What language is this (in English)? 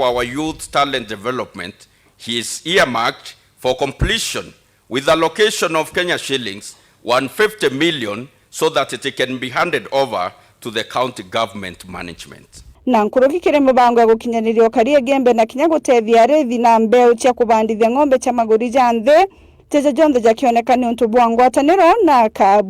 Meru